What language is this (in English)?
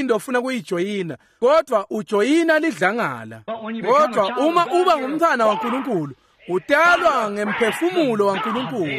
Swati